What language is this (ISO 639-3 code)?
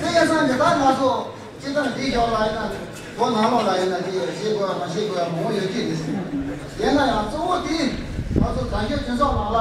bod